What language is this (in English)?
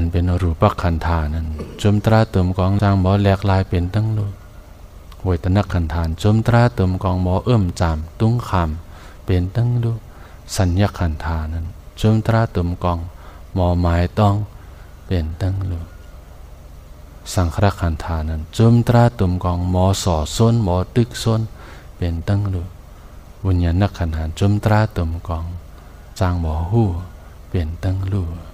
Shan